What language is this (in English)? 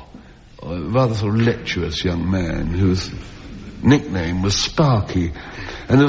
English